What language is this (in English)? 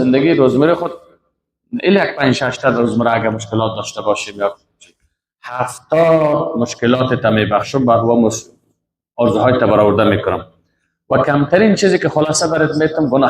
Persian